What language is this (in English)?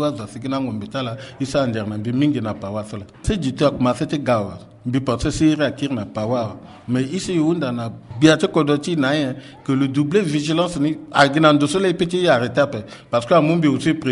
Sango